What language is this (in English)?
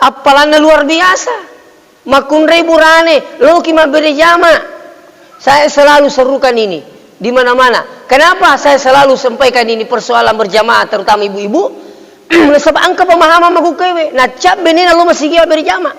Buginese